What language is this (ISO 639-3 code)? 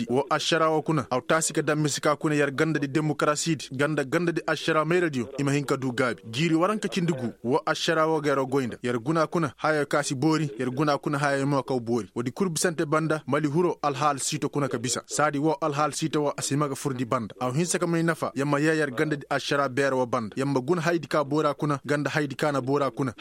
ses